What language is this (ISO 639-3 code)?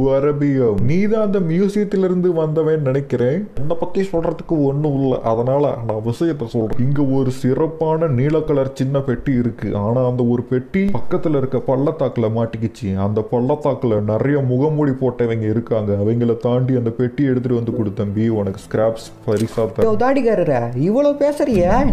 tam